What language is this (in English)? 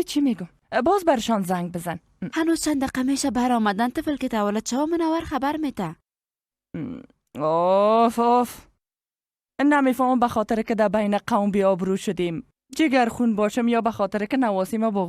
Persian